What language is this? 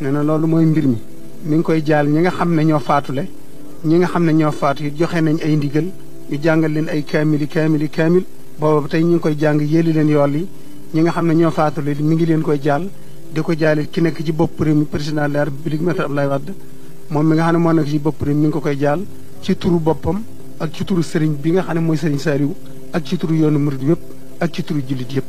Wolof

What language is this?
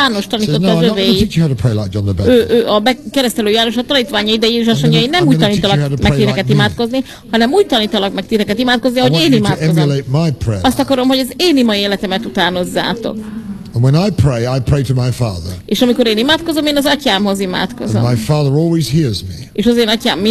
Hungarian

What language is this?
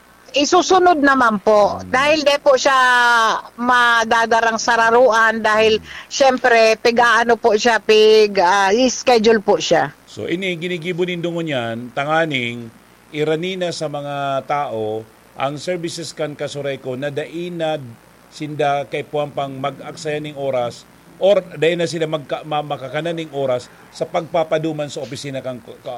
Bikol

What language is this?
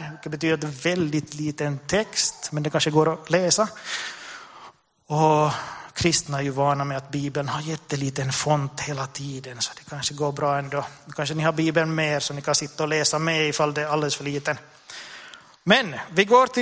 Swedish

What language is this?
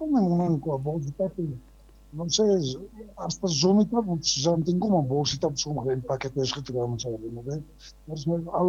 South Bolivian Quechua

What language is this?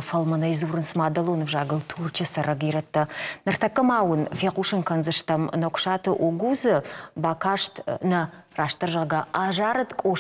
Ossetic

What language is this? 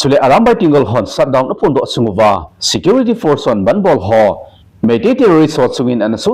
Thado Chin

